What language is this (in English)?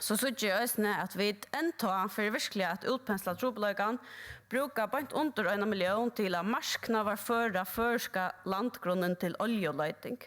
Faroese